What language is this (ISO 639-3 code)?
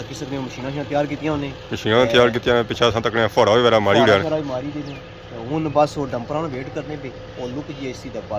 phr